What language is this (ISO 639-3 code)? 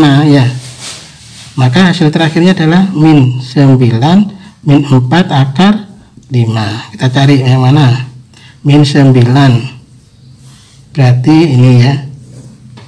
ind